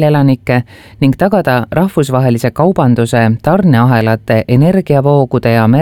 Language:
Estonian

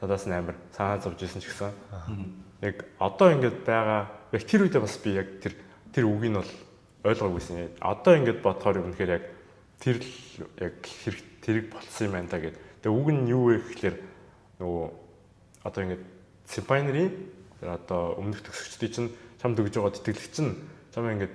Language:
Mongolian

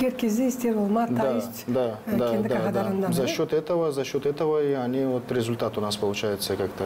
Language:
Gagauz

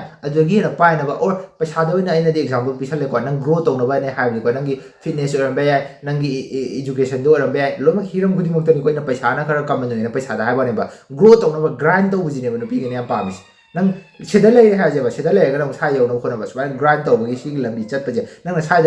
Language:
Manipuri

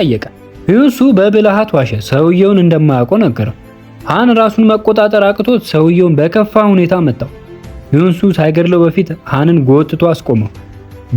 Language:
Amharic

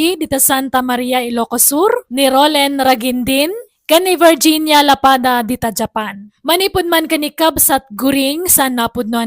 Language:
Iloko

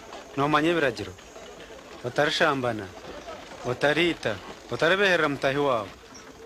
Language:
Nyankole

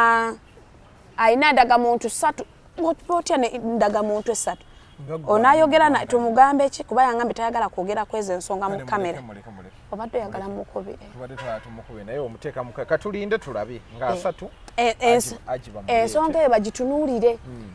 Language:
Ganda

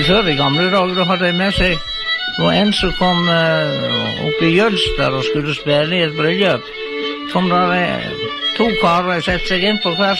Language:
Norwegian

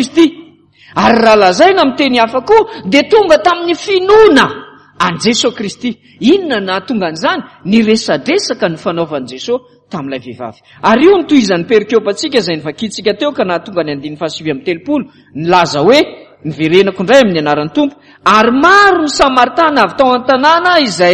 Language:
Malagasy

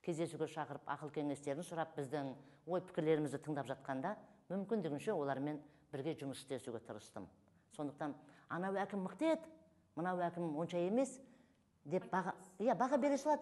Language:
Kazakh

